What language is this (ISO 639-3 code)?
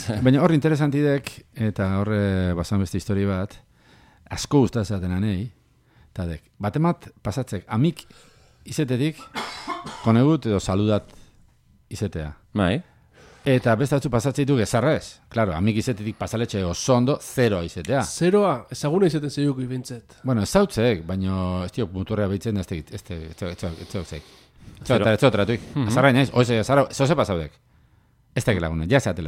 eus